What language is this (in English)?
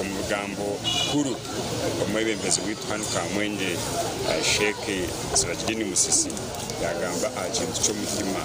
Nyankole